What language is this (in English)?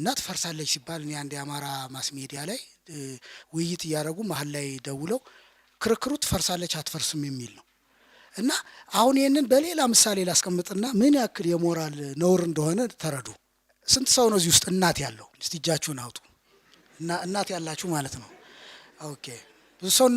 Amharic